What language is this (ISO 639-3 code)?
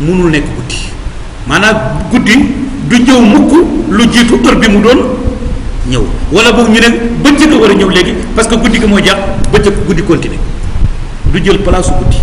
wol